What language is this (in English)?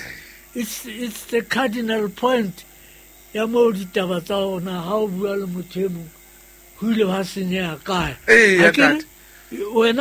Southern Sotho